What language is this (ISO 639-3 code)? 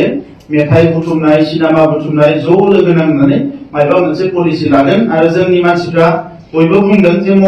brx